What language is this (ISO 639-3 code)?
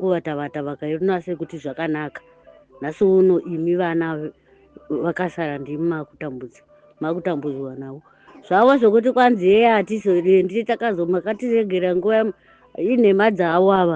sna